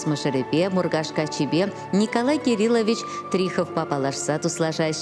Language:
Chuvash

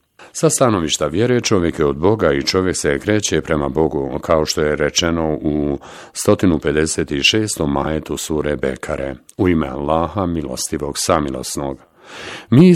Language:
Bosnian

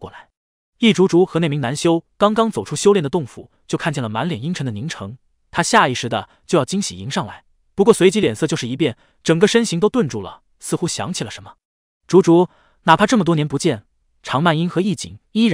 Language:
Chinese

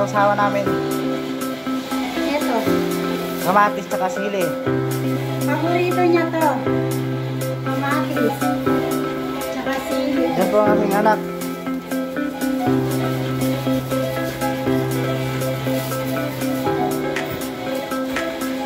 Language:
Filipino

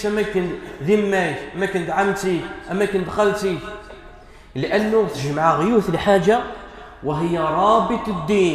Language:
Kabyle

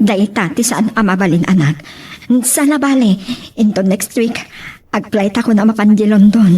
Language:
Iloko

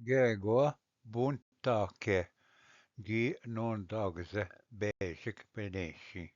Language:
Ojibwa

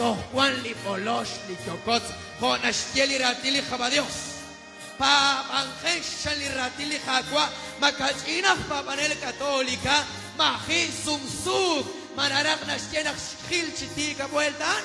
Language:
Kekchí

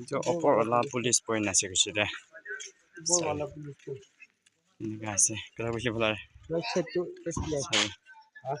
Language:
Naga Pidgin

